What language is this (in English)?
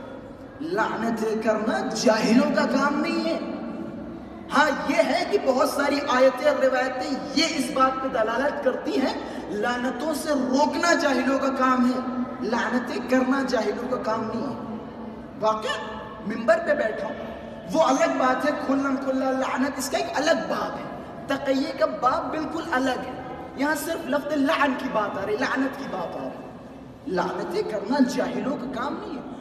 Urdu